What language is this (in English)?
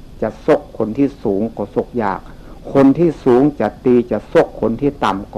Northeastern Thai